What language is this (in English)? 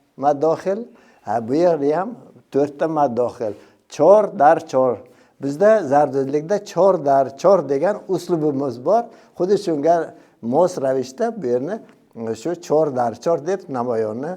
Uzbek